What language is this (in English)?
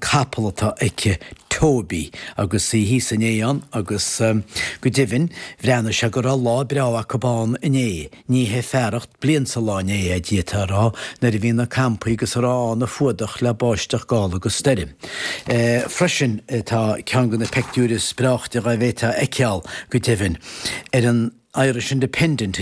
Irish